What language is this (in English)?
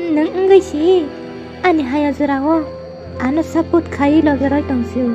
Kok Borok